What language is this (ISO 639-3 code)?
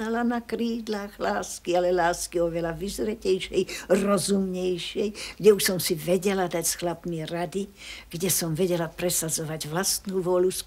slk